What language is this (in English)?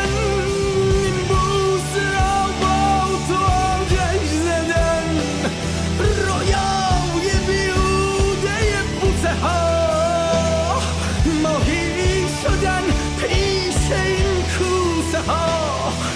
Persian